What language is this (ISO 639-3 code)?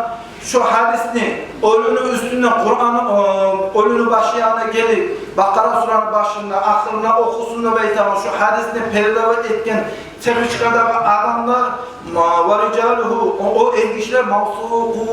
kum